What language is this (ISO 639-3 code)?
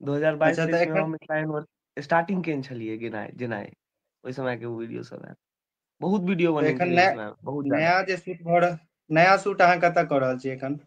mai